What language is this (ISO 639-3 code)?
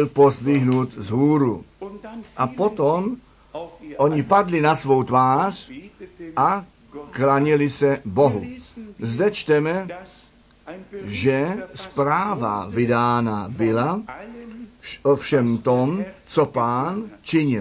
ces